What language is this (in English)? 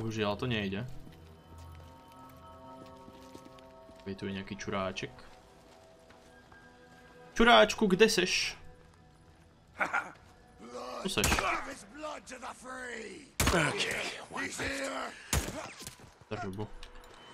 Slovak